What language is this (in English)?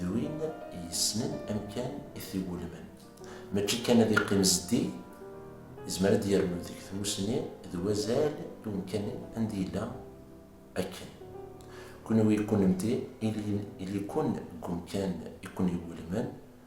Kabyle